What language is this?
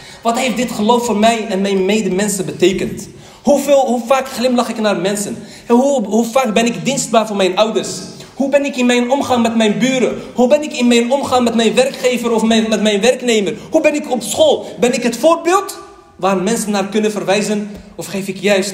Dutch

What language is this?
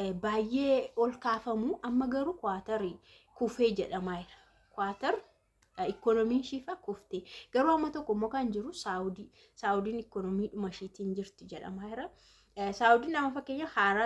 Oromo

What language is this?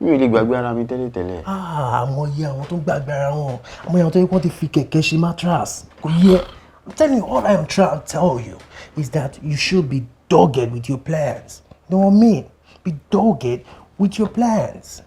Yoruba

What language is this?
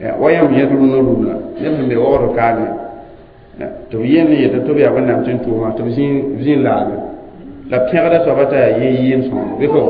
Mossi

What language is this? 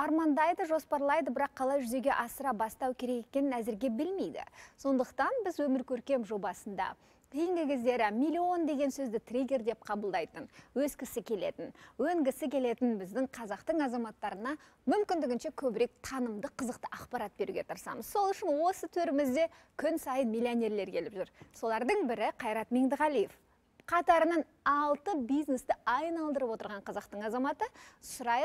Kazakh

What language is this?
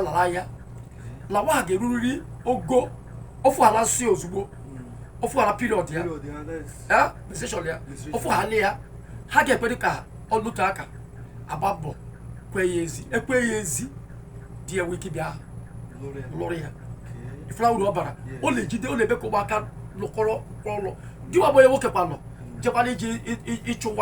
Igbo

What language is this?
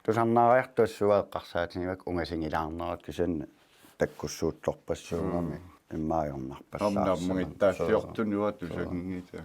Kalaallisut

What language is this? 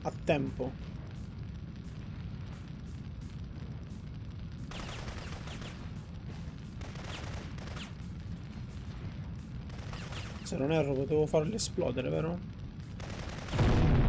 Italian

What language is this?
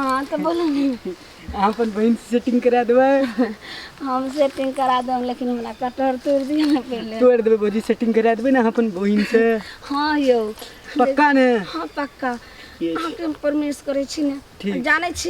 Maithili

